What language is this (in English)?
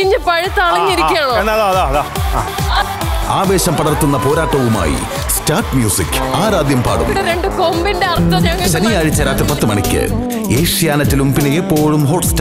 Malayalam